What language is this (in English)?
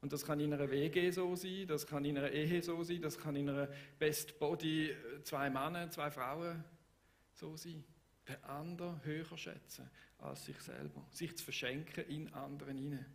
Swiss German